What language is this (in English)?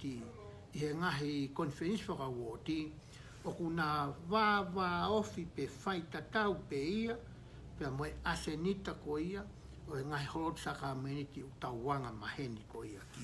Tongan